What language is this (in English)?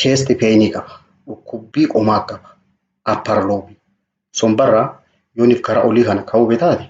Oromo